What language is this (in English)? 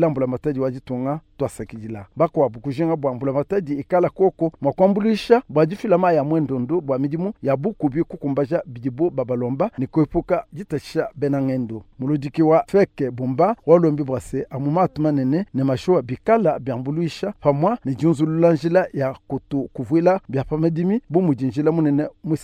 Luba-Lulua